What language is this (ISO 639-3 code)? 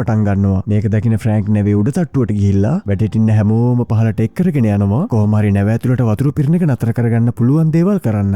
sin